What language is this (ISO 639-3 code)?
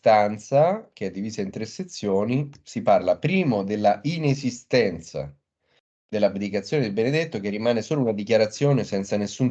ita